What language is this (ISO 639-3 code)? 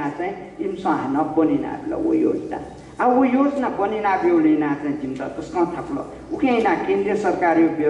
new